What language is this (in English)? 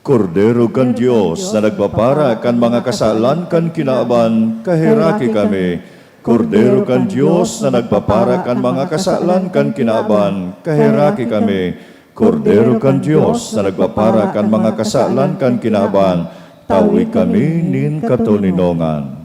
Bikol